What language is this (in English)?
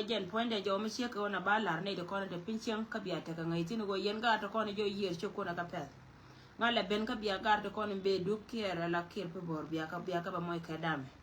Nuer